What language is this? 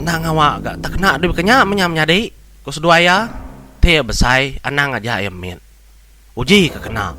Iban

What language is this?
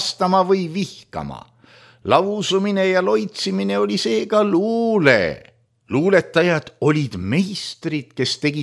Estonian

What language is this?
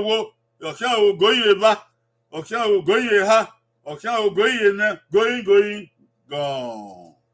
Bini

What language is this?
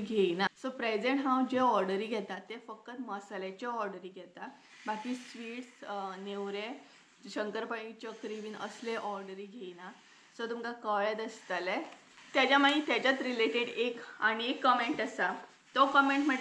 Konkani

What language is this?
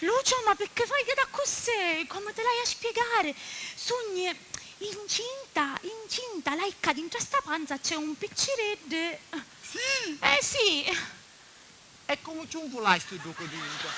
Sicilian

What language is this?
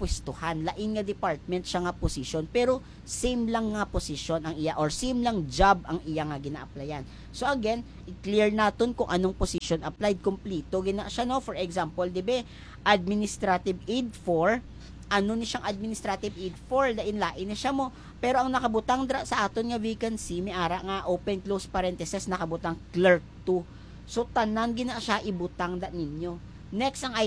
Hiligaynon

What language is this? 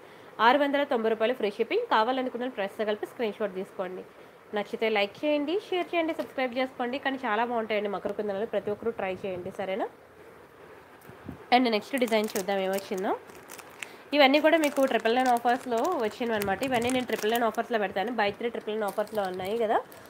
Telugu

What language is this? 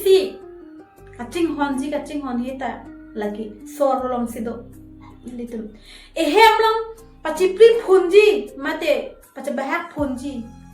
Karbi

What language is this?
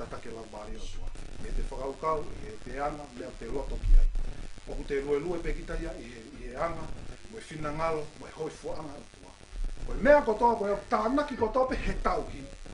Tongan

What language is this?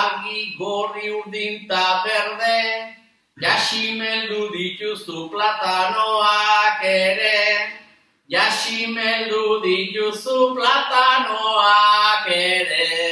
Basque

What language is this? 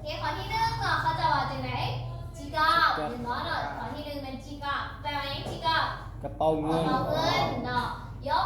Lao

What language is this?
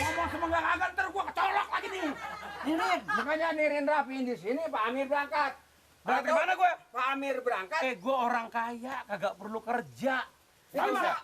Betawi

